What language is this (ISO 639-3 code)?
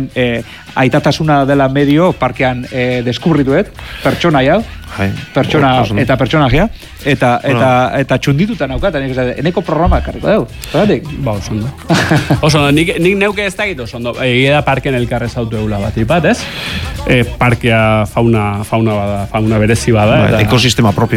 eus